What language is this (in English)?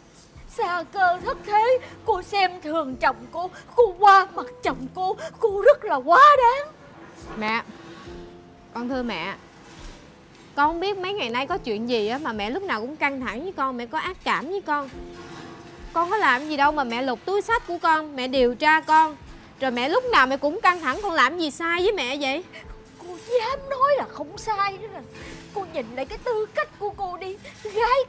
Vietnamese